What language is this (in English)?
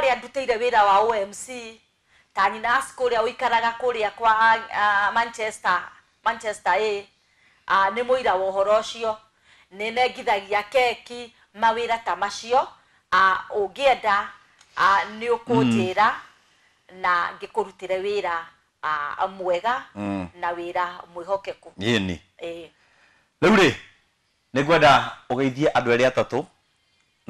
Kikuyu